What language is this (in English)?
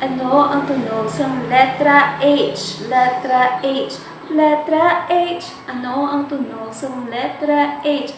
Hiligaynon